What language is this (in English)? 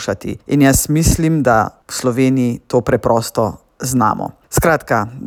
Slovenian